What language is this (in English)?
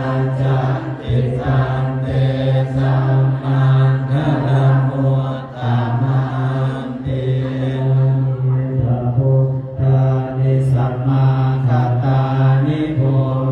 Pali